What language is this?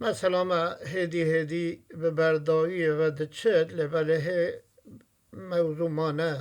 Kurdish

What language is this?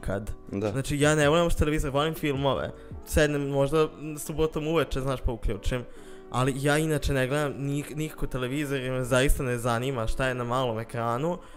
Serbian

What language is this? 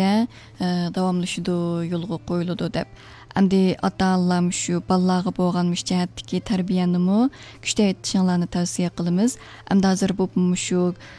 Uyghur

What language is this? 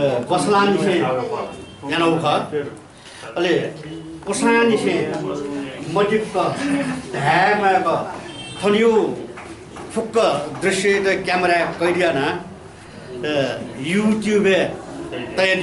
Newari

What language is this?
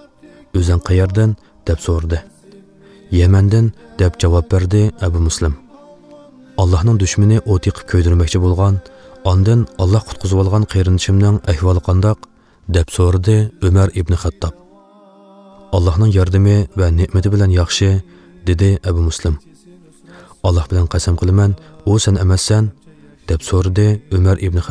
Uyghur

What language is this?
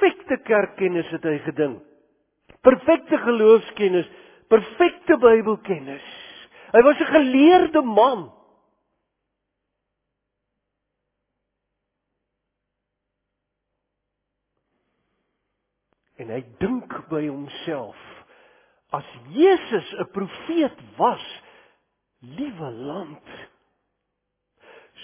Afrikaans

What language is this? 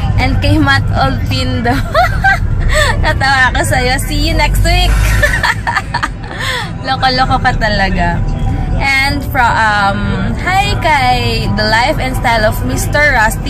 Filipino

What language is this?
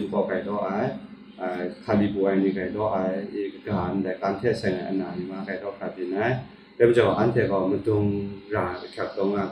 Kachin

